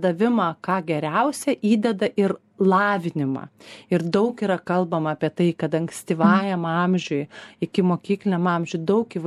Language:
Lithuanian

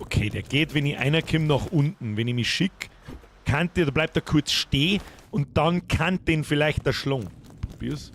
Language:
Bavarian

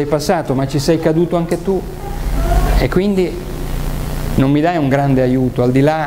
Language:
Italian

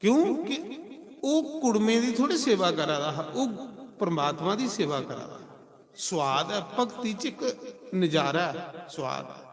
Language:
Dogri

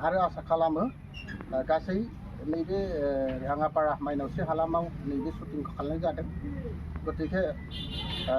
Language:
Bodo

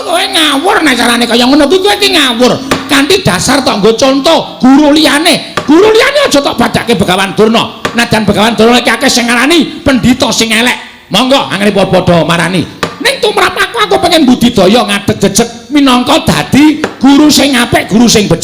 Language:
Javanese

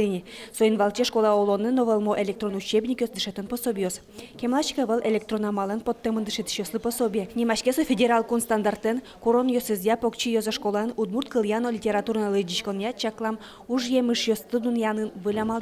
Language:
Udmurt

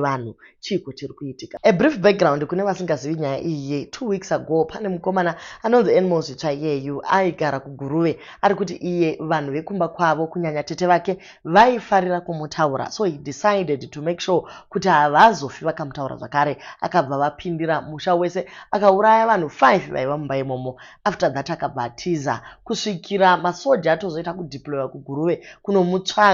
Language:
Shona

